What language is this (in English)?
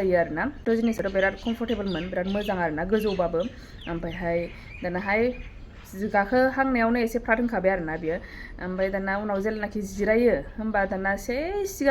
Bodo